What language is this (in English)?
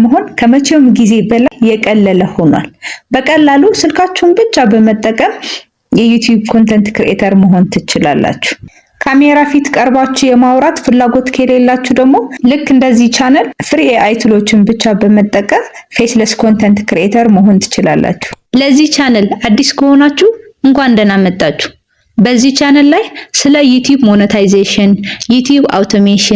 Amharic